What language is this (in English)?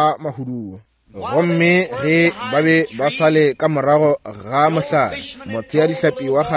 Northern Sotho